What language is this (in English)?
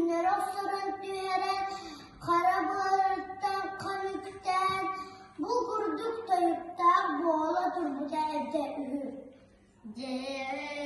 Yakut